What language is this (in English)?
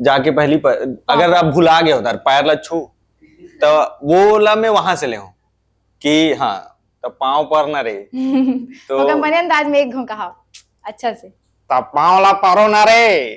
Chhattisgarhi